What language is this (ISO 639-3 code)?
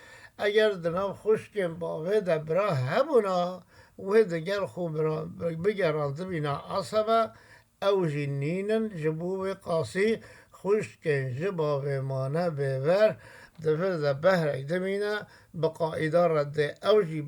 kur